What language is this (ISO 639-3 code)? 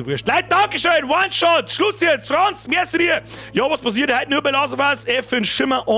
bar